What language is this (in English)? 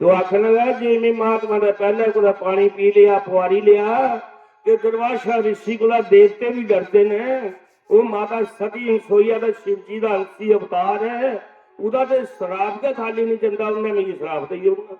Dogri